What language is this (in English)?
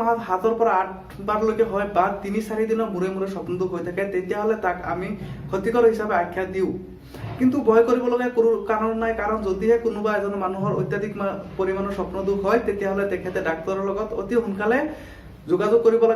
Assamese